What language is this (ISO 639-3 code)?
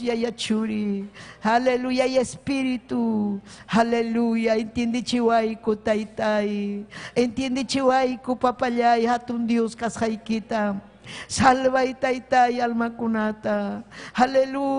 quy